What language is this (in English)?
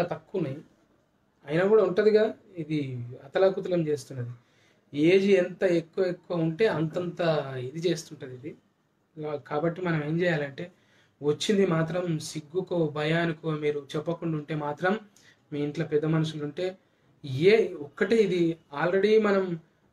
Telugu